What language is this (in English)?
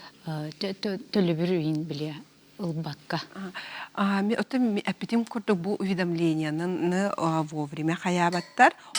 Yakut